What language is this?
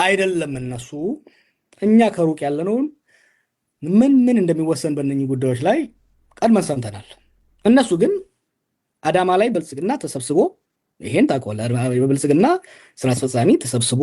Amharic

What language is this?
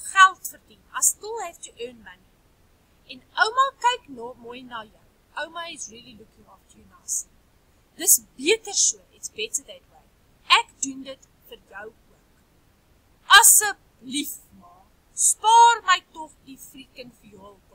Afrikaans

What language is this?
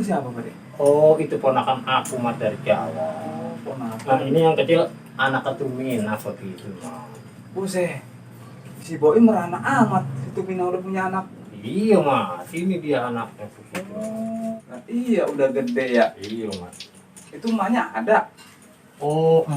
Betawi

